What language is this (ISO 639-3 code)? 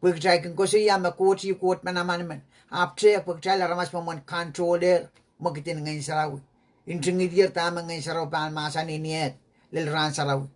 pon